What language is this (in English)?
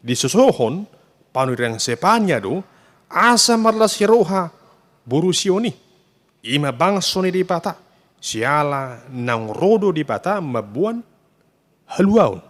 Batak Toba